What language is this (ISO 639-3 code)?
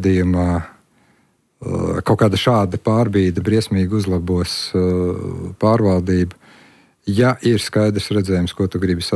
lav